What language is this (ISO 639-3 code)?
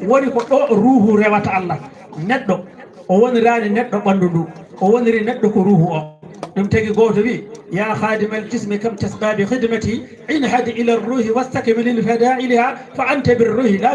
ful